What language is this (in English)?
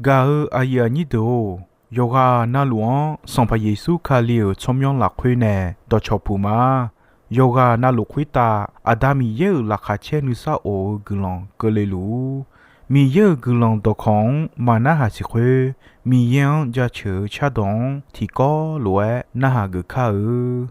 Akha